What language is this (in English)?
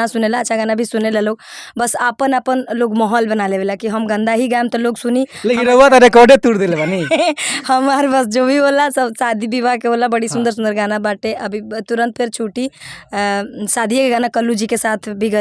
Bhojpuri